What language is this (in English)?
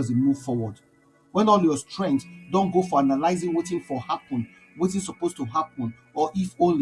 Nigerian Pidgin